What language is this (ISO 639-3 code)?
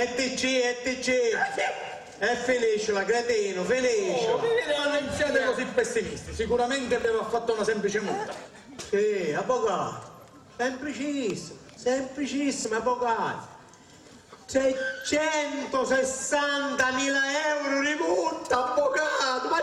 scn